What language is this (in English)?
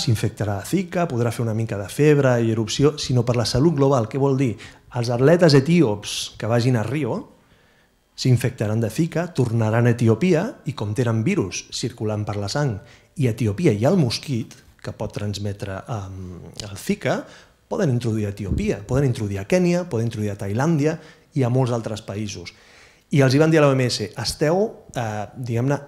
Catalan